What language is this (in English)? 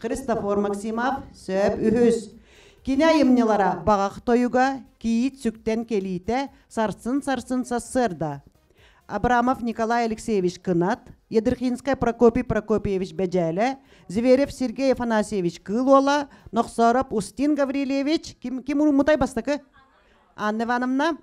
Yakut